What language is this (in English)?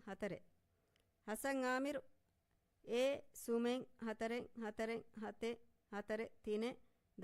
Divehi